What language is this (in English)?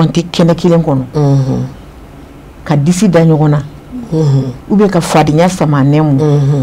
Bambara